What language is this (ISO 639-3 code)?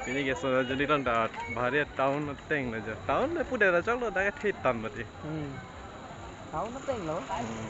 mjw